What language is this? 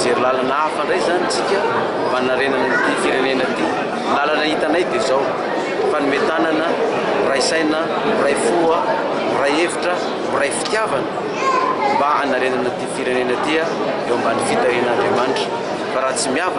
Malagasy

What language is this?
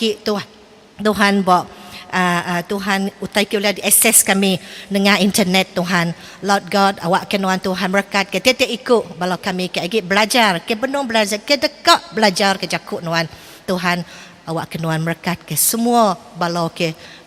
Iban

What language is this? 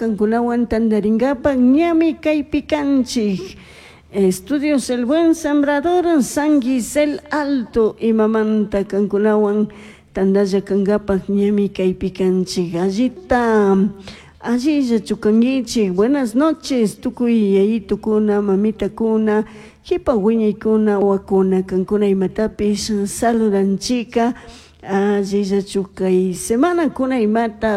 Chimborazo Highland Quichua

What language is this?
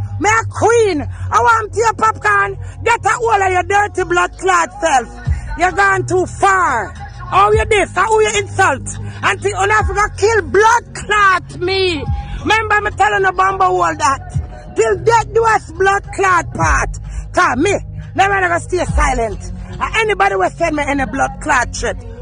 Jamaican Creole English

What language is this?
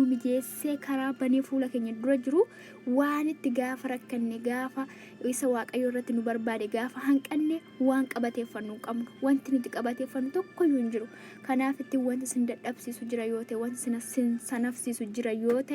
Oromo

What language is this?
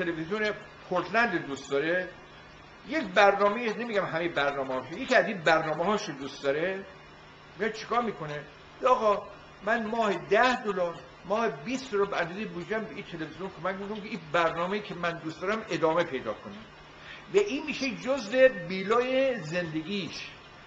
Persian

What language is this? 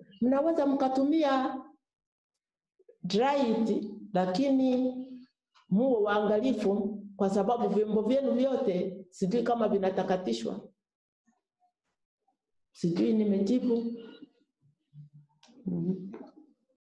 Swahili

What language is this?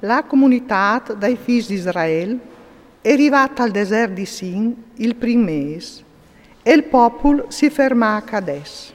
Friulian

